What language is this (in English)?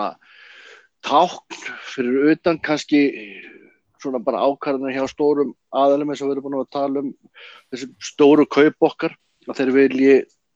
Icelandic